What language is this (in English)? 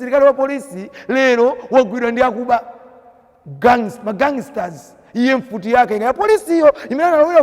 Nyanja